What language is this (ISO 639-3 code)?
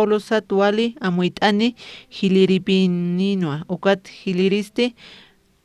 aym